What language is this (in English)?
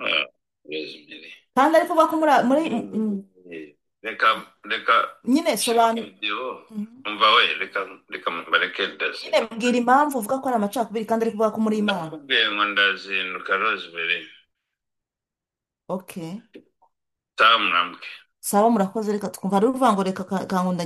Kinyarwanda